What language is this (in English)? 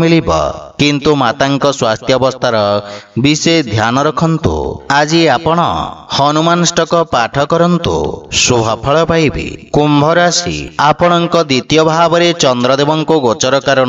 Odia